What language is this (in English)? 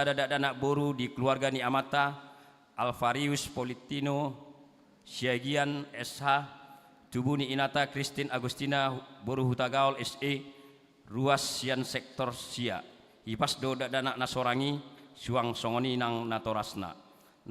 Batak Toba